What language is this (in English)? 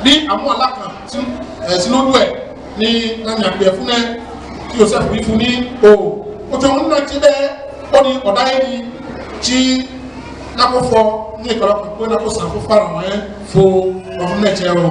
Ifè